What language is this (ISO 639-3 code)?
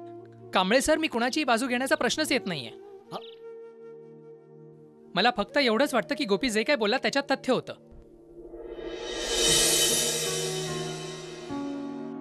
mar